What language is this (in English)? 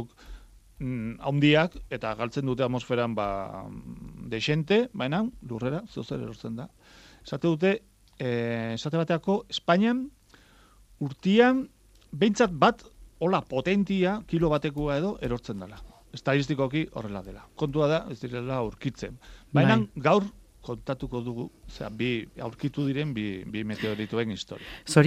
Basque